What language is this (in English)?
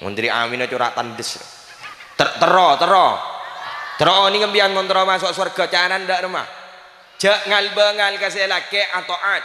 Madurese